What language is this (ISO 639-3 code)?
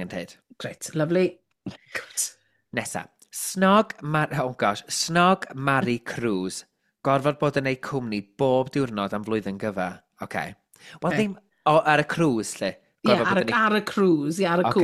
cym